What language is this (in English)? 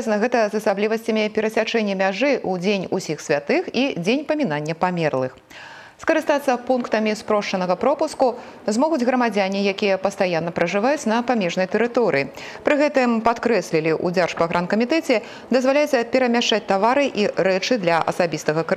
Belarusian